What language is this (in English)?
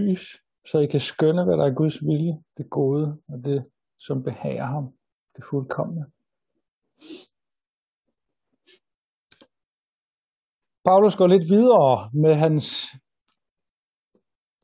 Danish